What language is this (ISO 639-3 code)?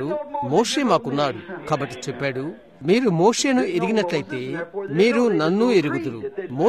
tel